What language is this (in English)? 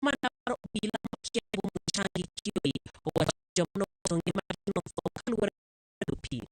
Luo (Kenya and Tanzania)